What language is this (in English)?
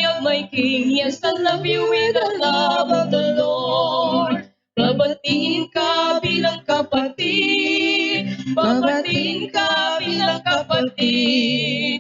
Bikol